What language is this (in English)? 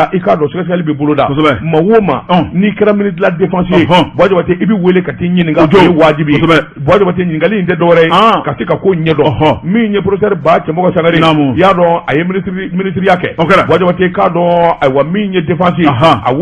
Bambara